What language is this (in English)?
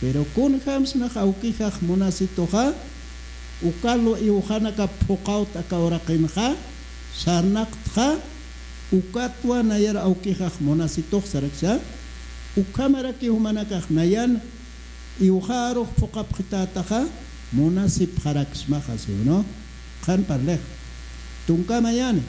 Aymara